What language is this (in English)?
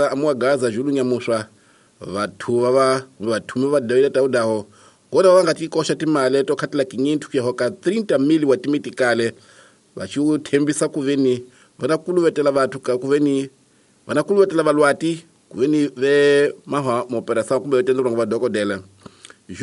Tsonga